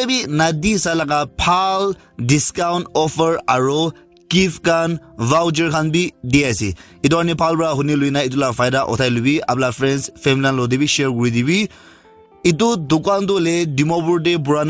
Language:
Naga Pidgin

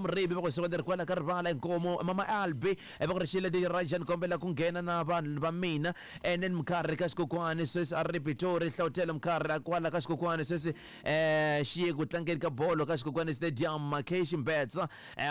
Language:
Tsonga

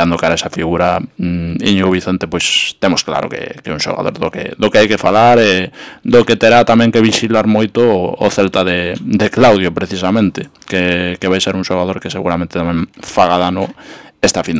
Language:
Galician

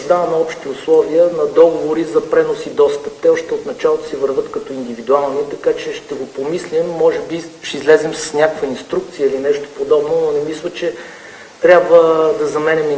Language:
Bulgarian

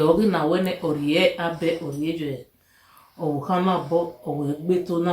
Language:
Bini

